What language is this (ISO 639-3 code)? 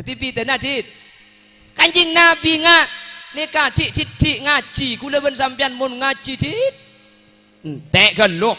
mad